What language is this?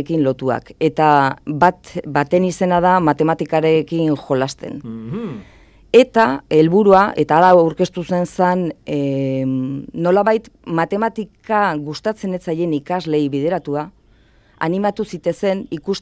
Basque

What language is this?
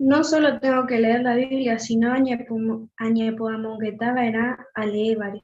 Guarani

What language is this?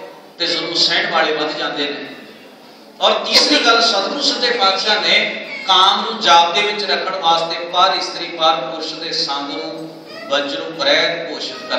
Punjabi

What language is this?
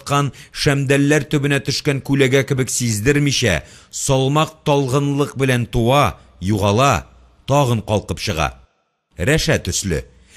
Tatar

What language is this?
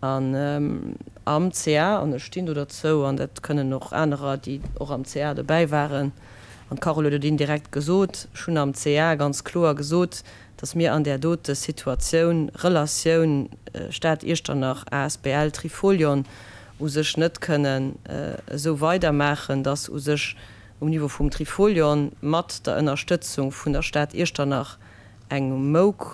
Luxembourgish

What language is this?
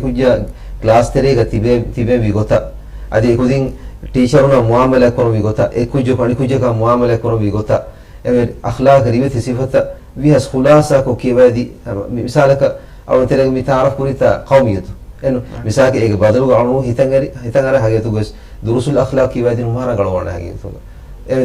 Divehi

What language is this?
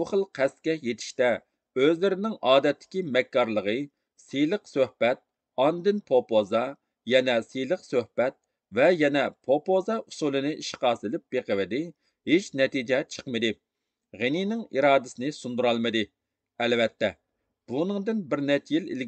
Uyghur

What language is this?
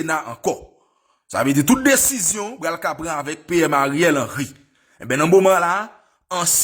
Haitian Creole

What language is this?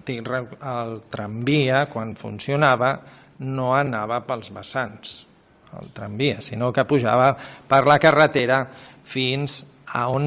Catalan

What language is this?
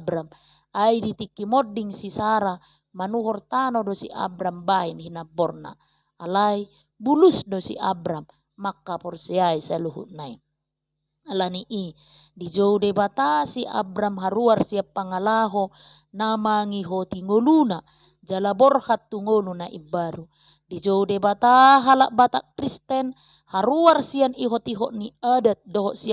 Batak Toba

